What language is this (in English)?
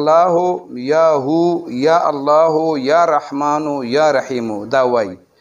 Pashto